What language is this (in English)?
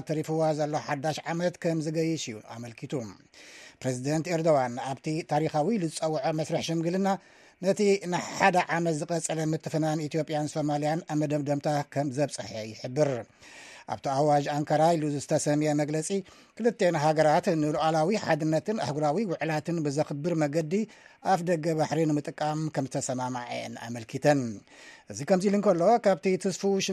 Tigrinya